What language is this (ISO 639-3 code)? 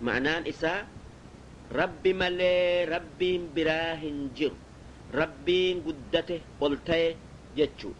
orm